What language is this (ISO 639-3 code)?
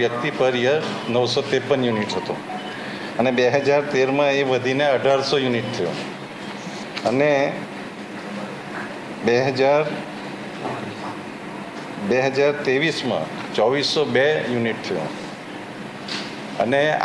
guj